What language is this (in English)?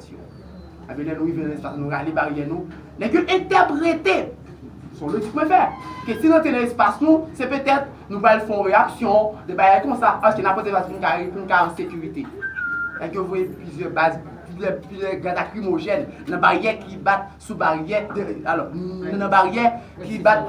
Haitian Creole